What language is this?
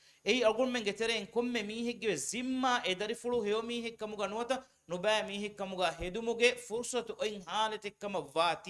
Divehi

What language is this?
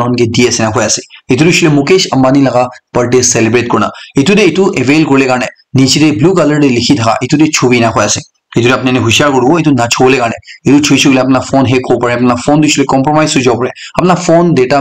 Naga Pidgin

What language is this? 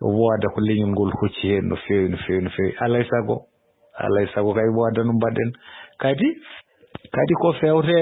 Fula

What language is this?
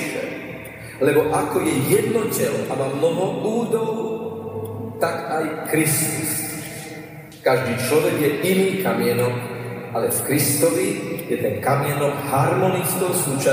Slovak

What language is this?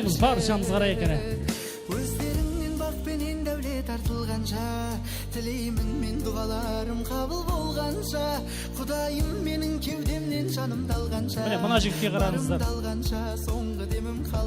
Kara-Kalpak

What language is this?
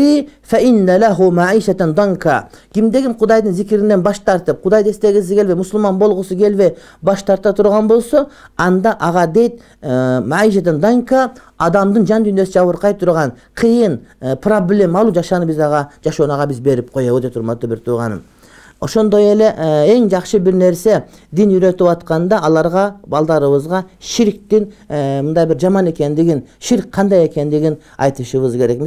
Kyrgyz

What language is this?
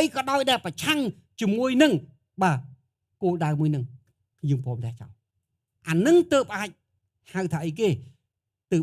Khmer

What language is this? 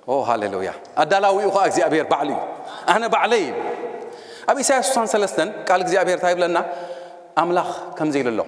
Tigrinya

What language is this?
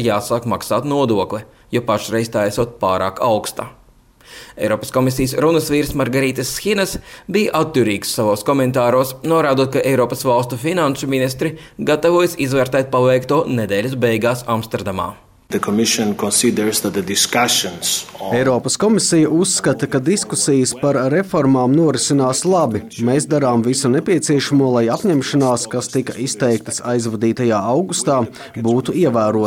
Latvian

